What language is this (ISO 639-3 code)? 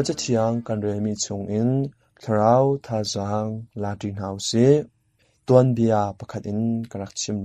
cnh